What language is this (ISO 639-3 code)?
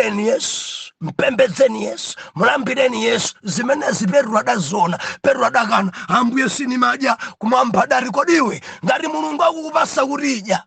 nya